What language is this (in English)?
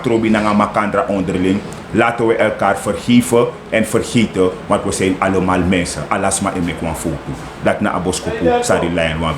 Sranan Tongo